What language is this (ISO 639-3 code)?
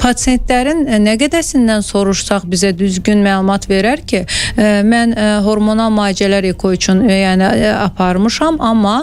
aze